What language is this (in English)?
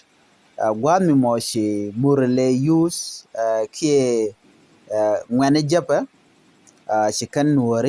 Nuer